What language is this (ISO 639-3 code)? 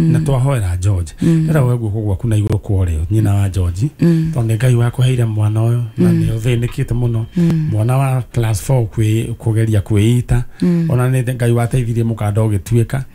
kik